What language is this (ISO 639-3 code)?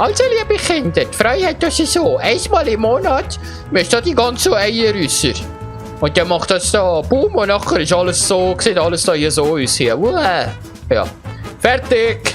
gsw